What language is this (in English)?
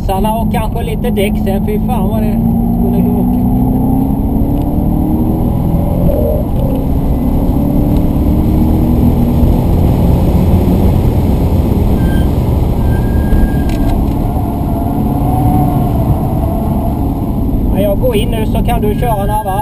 Swedish